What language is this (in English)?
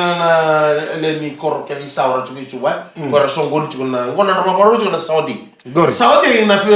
Fijian